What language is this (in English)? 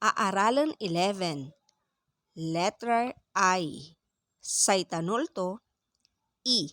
Pangasinan